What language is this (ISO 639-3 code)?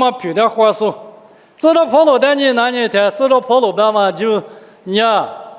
lis